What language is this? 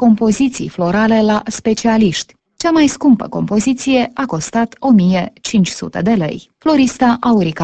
Romanian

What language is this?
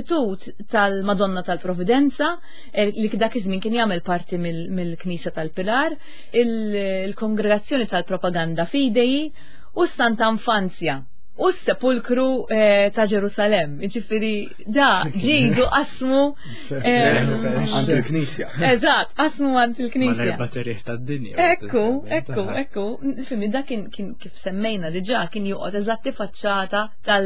Maltese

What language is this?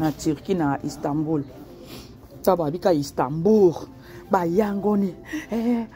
Lingala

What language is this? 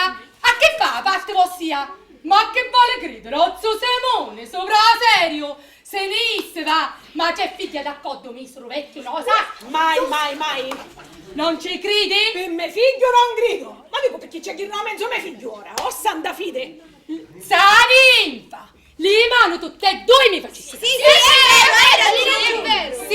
Sicilian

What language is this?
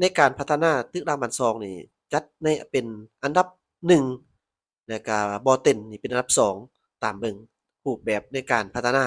Lao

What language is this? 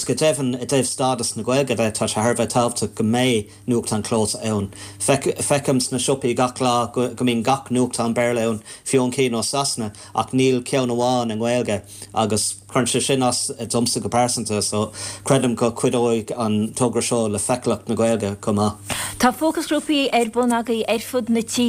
Irish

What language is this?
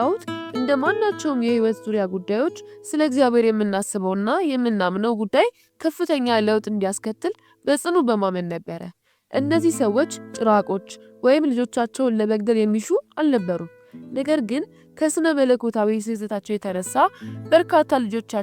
Amharic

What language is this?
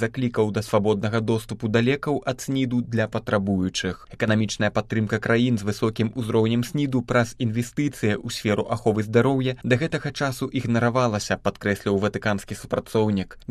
Belarusian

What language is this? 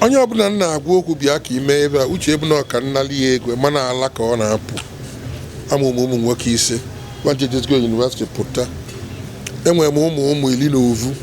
Igbo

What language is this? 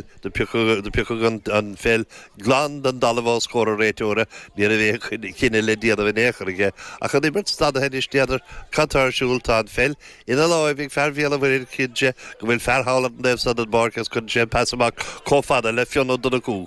Irish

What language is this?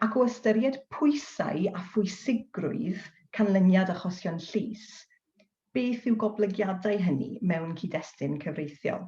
Welsh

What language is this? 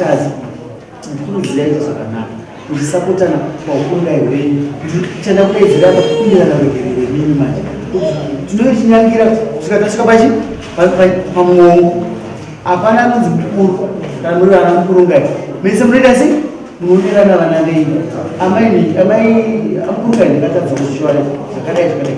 Shona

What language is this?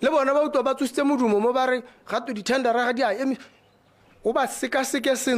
Tswana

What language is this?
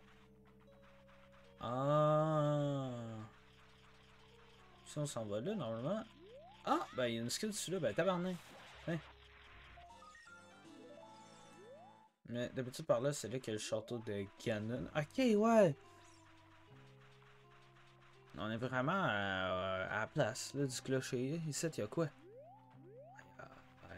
French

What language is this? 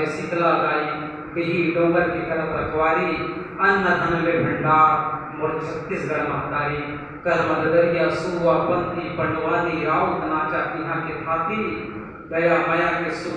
Chhattisgarhi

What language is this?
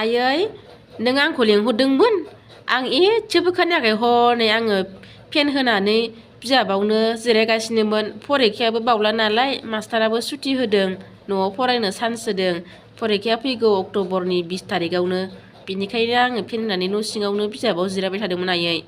Bodo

